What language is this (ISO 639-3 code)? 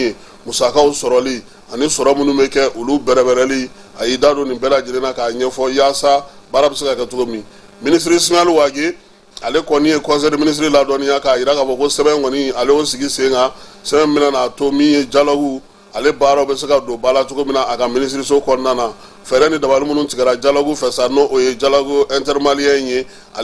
bam